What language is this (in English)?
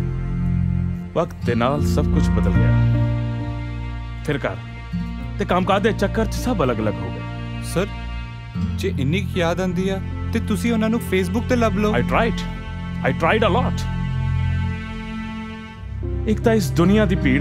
Punjabi